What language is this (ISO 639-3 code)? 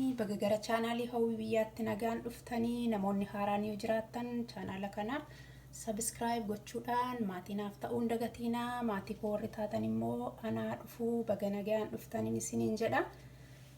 orm